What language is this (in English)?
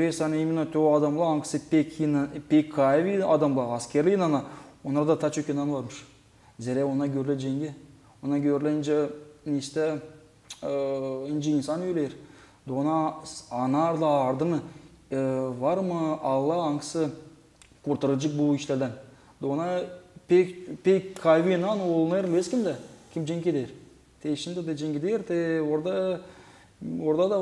Gagauz